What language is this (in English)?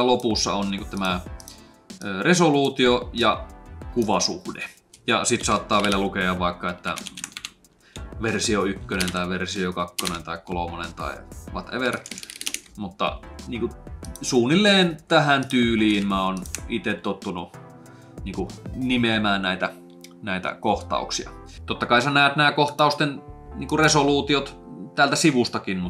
Finnish